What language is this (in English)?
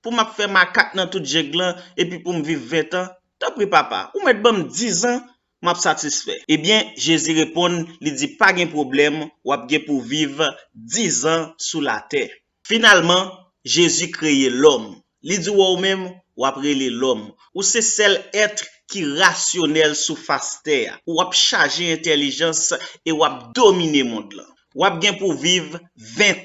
Haitian Creole